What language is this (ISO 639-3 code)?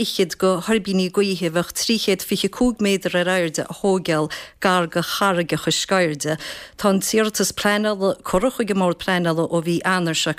gle